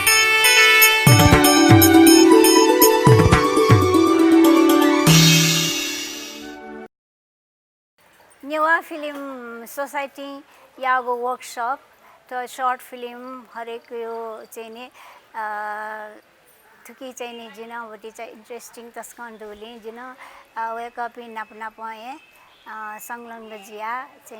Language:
Newari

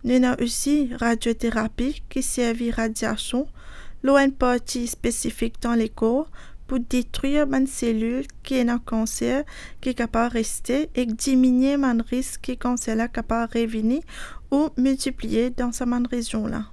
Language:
Morisyen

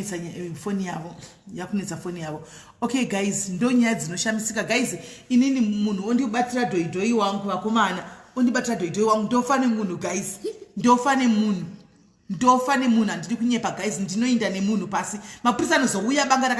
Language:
Shona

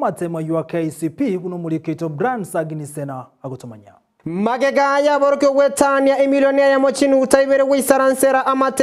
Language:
Gusii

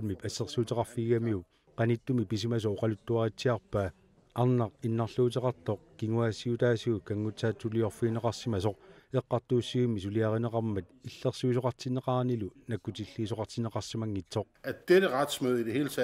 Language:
Kalaallisut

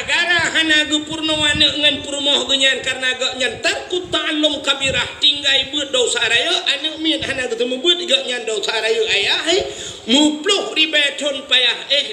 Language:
Achinese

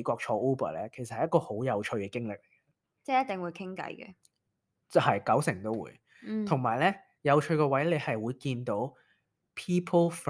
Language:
Cantonese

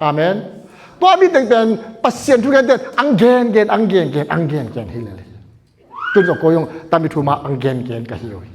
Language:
Tedim Chin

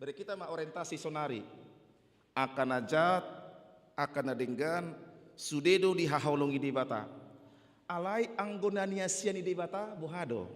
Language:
Batak Toba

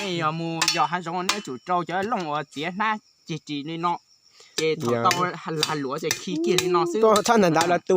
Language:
Hmong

